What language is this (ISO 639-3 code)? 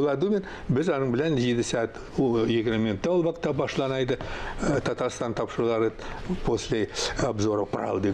tat